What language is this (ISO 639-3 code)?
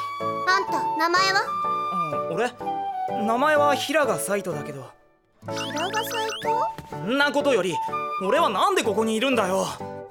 jpn